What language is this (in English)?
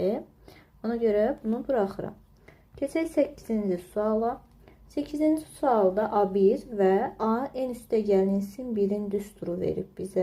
Azerbaijani